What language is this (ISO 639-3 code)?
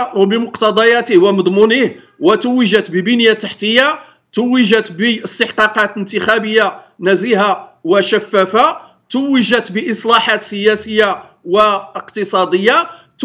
ara